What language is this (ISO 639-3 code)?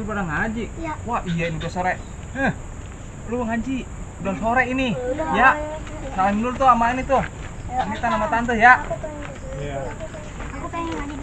bew